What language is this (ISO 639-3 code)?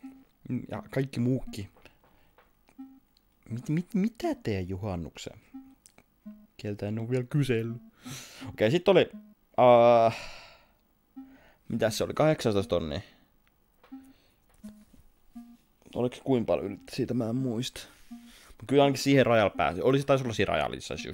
fin